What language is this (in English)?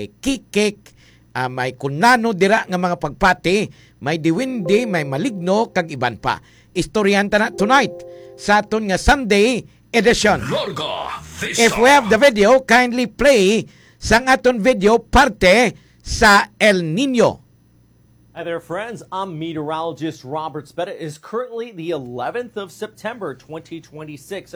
Hiligaynon